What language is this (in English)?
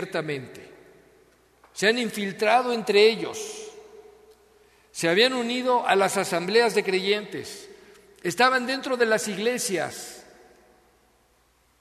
Spanish